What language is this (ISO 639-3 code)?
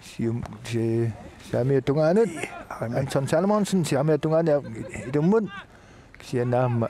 kal